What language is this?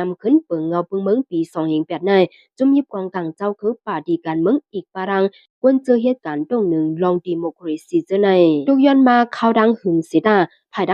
Shan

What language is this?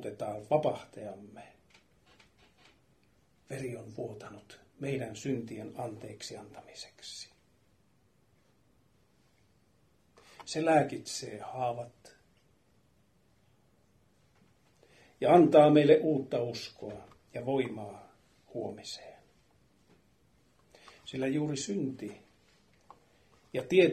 Finnish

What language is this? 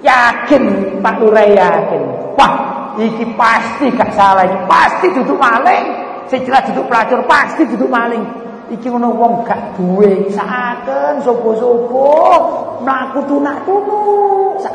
Javanese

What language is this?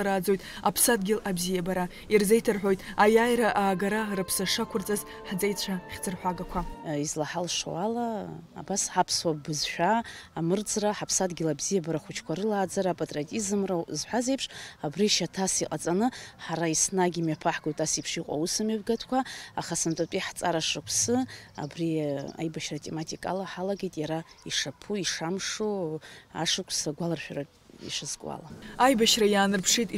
Abkhazian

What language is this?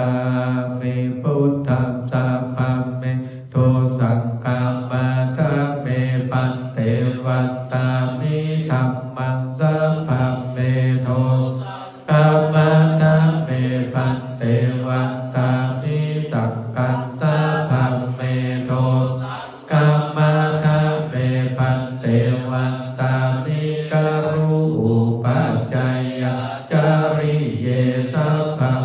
Pali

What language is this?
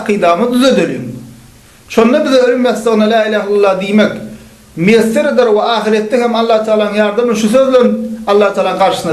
Turkmen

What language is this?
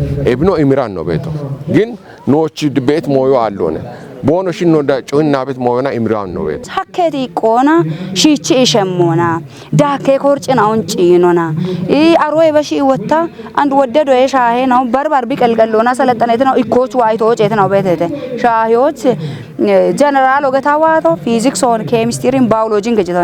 Kafa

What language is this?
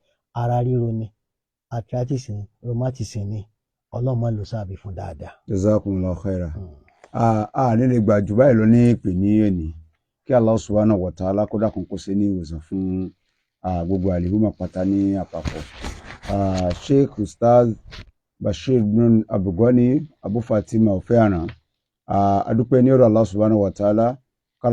Yoruba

